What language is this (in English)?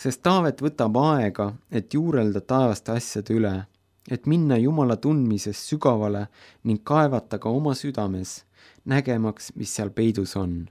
Estonian